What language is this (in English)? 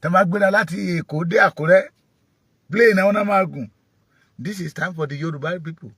Yoruba